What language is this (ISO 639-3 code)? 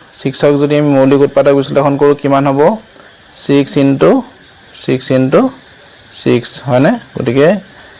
asm